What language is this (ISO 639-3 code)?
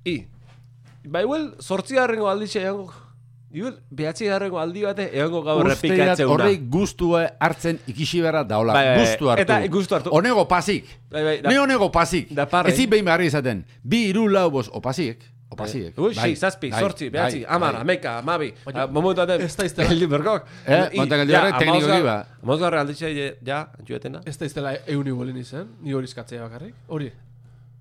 eus